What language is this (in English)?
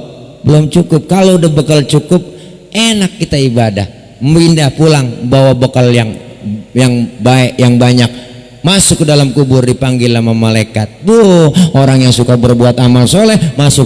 Betawi